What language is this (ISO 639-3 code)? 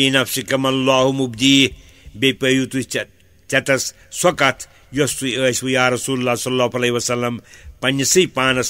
kas